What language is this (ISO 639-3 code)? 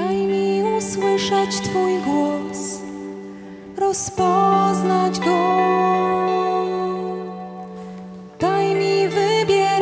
pol